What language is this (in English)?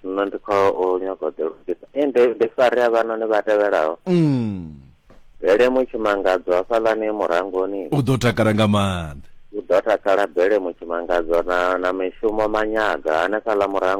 Venda